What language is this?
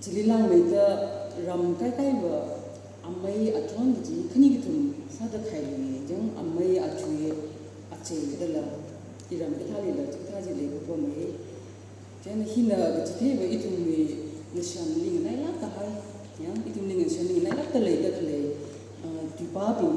Tangkhul Naga (India)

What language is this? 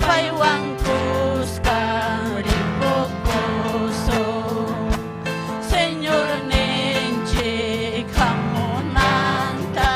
Ayacucho Quechua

